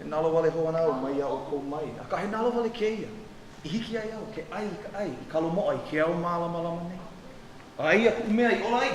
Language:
Hawaiian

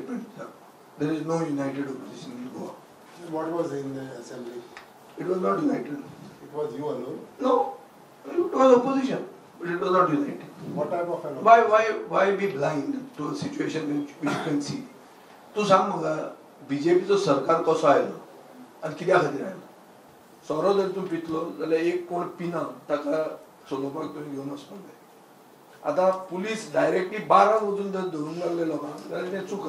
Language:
Konkani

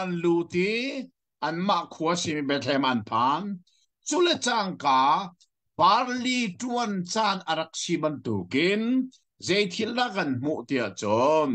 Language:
Hakha Chin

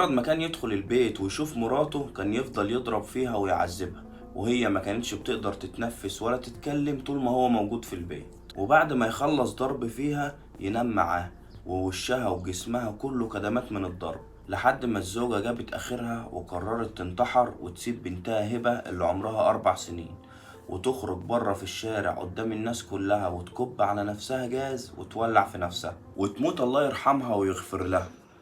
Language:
Egyptian Arabic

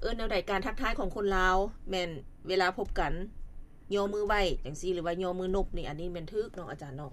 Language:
Lao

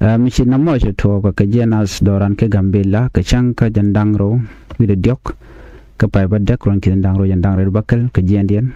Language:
Nuer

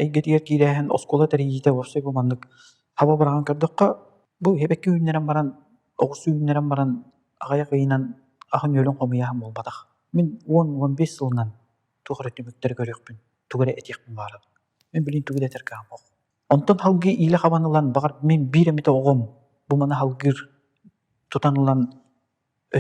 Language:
Yakut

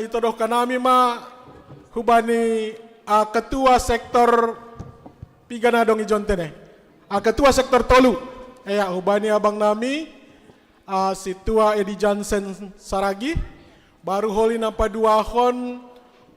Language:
Batak Simalungun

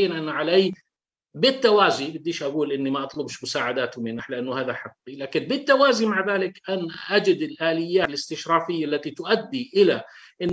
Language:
Arabic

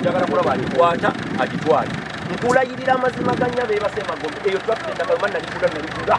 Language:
Ganda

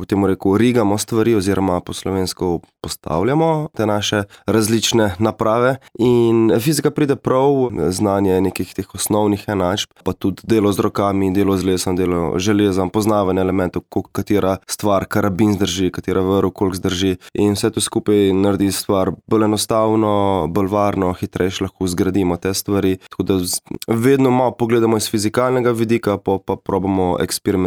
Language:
Slovenian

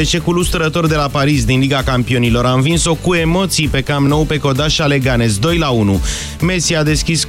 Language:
Romanian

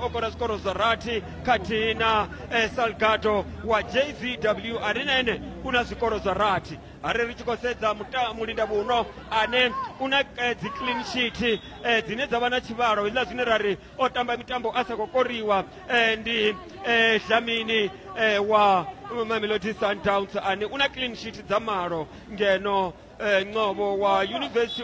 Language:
Venda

